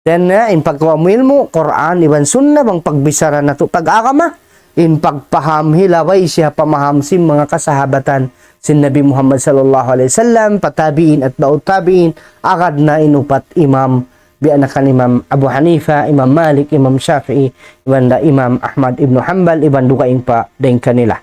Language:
Tausug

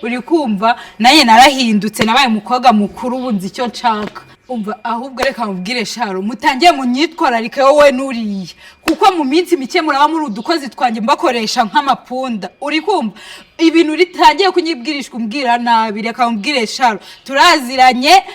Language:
Kinyarwanda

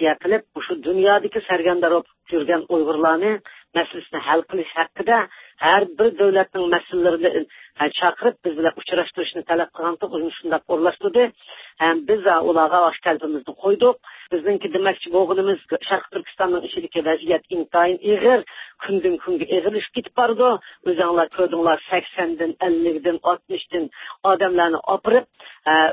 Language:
Uyghur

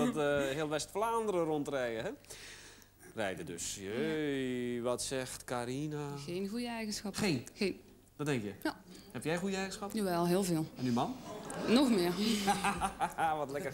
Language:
Dutch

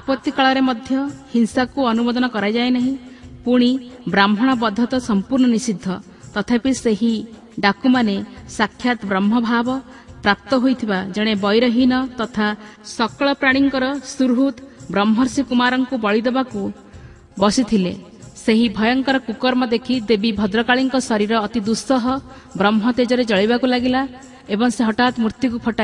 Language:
Odia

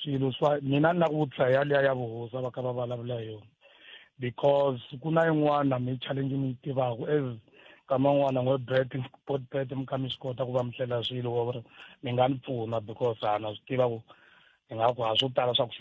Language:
Tsonga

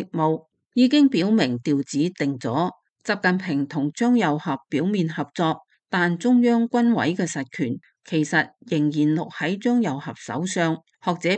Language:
Cantonese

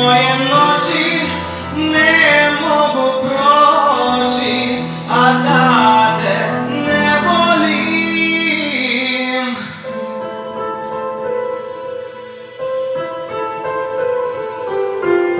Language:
Croatian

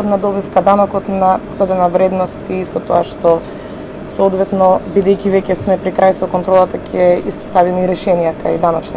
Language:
Macedonian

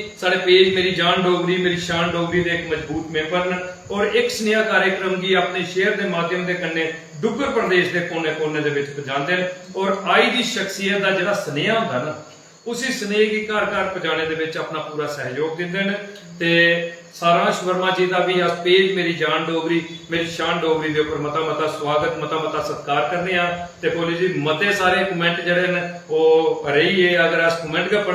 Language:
Dogri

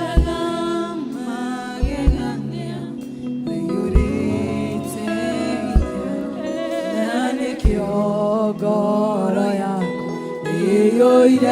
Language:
Kikuyu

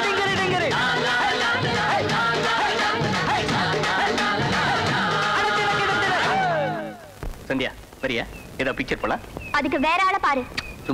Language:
Tamil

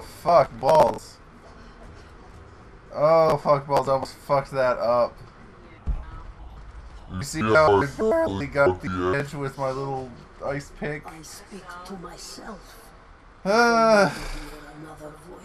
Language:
English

